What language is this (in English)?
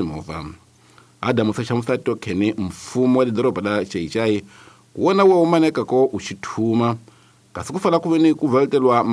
Tsonga